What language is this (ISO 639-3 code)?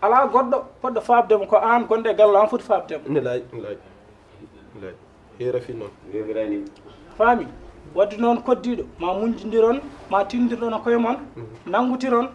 ful